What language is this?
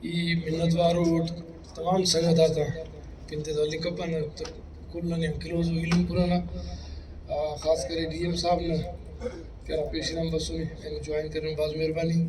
Brahui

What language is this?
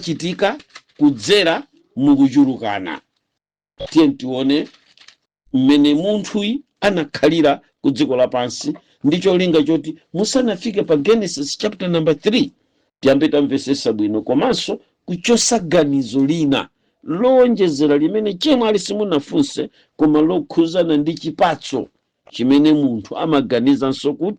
Nyanja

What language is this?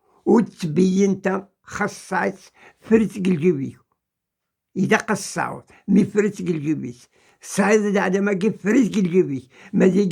Kabyle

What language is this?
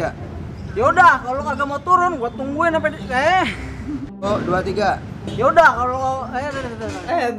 Betawi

